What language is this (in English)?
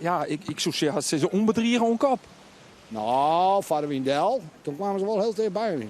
Western Frisian